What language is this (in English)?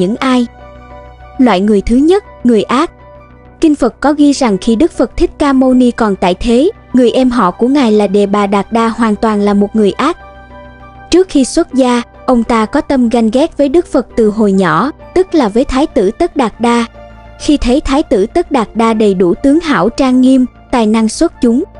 Vietnamese